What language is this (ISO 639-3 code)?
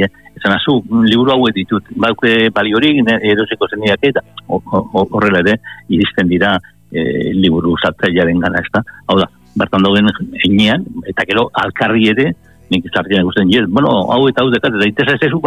eus